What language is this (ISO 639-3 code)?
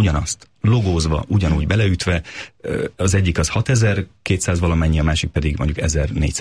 hun